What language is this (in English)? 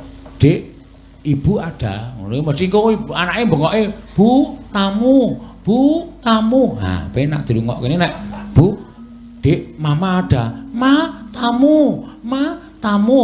Javanese